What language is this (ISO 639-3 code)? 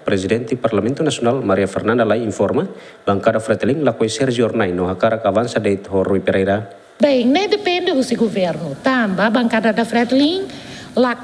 tet